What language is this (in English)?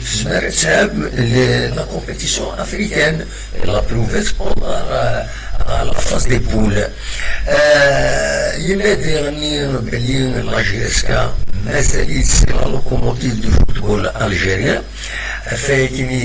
Kabyle